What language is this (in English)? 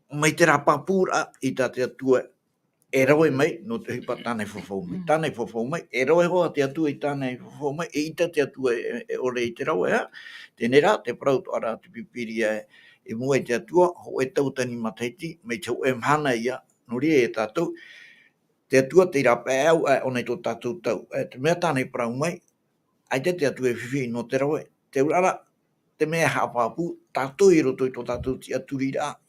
Tahitian